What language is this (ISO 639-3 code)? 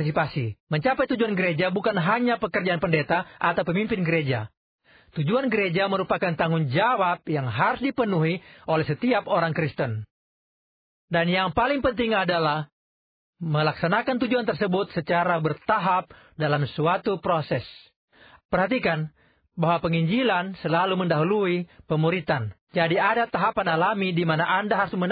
ind